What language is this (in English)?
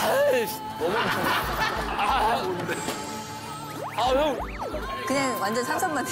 Korean